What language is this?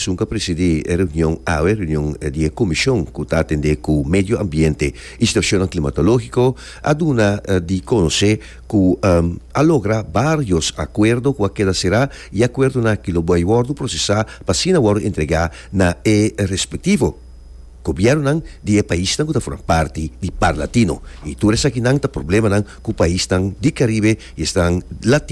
Papiamento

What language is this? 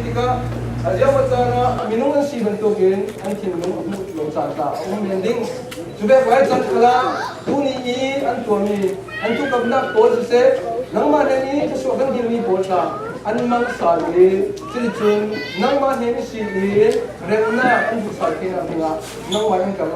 Falam Chin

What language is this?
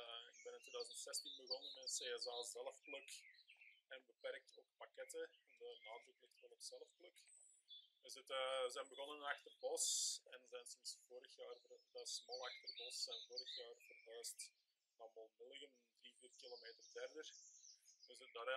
Dutch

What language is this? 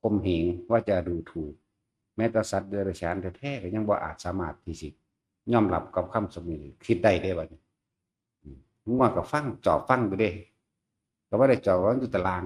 Northeastern Thai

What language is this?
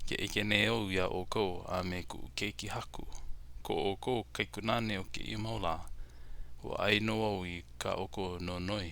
Hawaiian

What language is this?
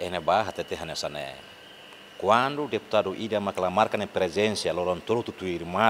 Tetum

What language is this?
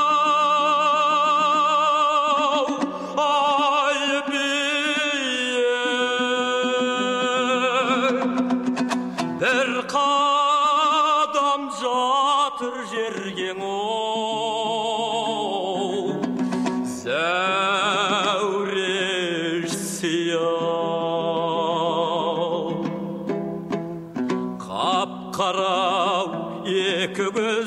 Kazakh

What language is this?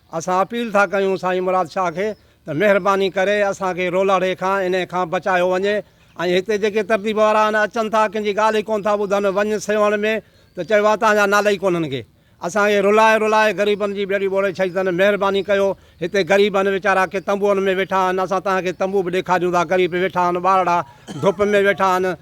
Sindhi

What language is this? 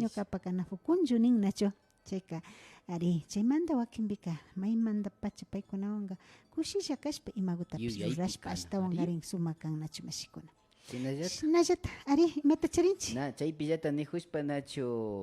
Imbabura Highland Quichua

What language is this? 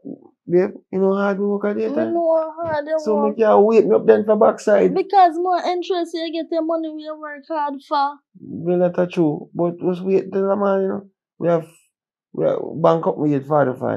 Jamaican Creole English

